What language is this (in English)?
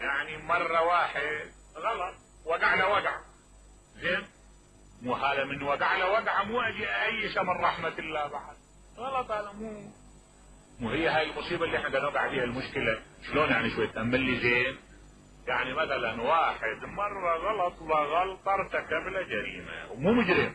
Mesopotamian Arabic